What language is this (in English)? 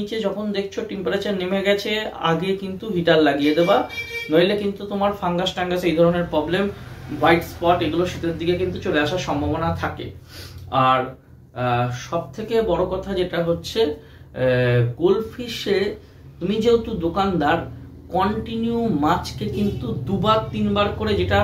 Bangla